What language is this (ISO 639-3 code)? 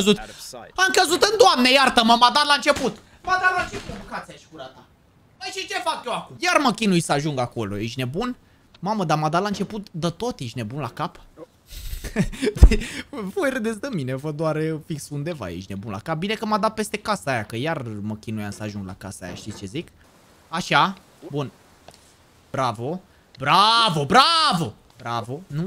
ron